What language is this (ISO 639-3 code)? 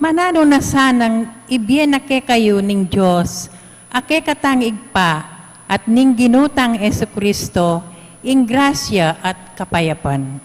pam